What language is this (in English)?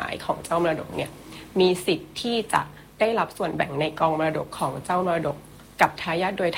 Thai